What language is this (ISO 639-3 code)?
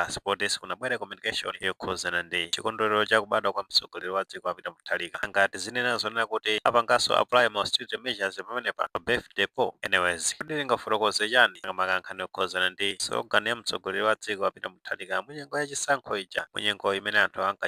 nya